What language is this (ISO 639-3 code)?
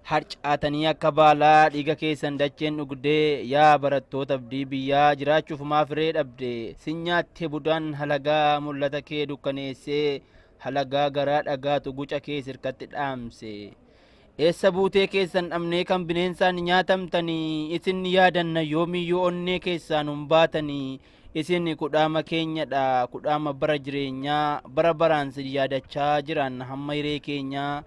orm